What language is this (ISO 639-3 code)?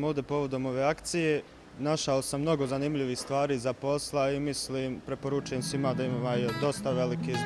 bos